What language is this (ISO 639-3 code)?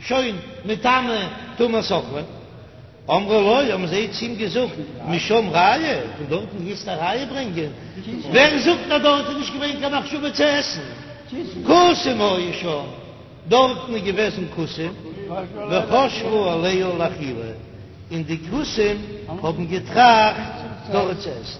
yid